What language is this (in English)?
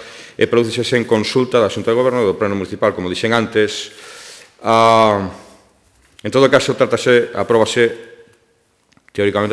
Galician